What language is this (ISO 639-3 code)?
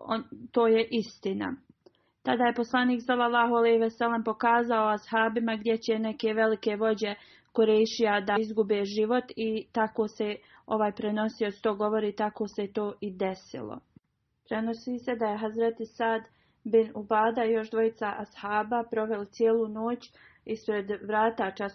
bos